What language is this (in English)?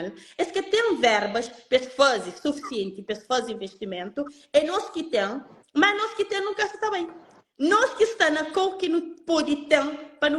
Kabuverdianu